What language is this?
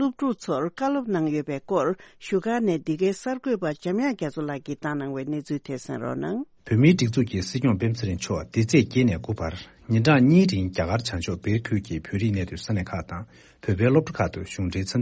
Tibetan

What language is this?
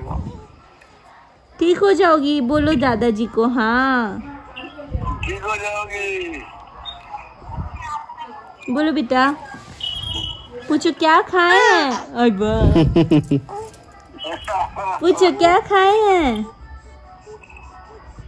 Hindi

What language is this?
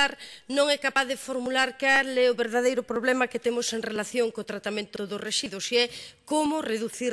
Galician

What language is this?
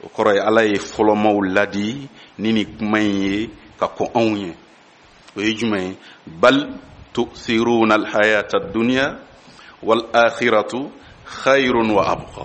Bambara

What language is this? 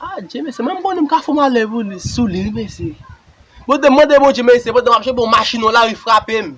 Haitian Creole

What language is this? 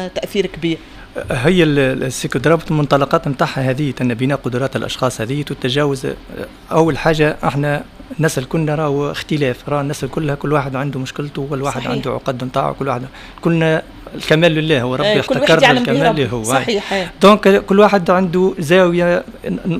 Tunisian Arabic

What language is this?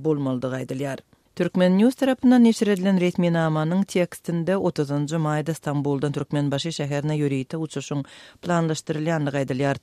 Turkmen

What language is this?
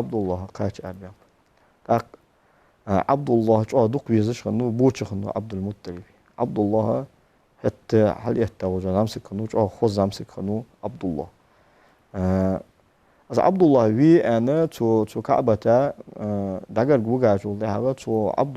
Ingush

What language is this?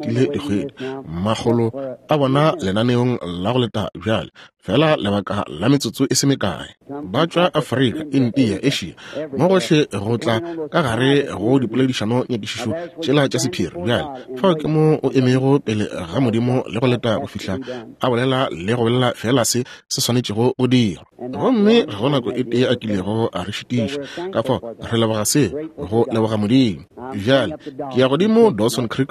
Northern Sotho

